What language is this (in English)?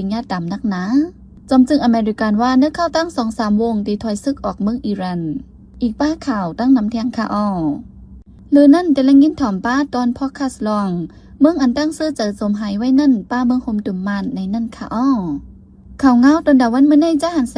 Shan